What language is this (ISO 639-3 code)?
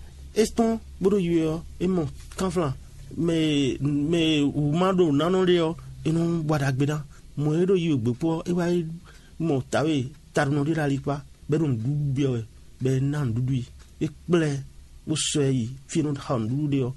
fon